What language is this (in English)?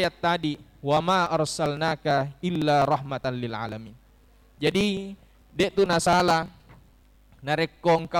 Buginese